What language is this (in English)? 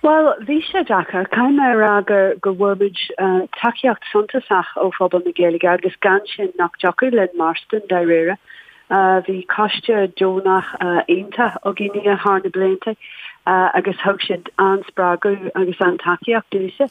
Irish